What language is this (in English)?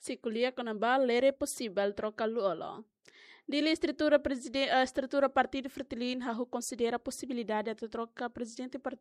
Tetum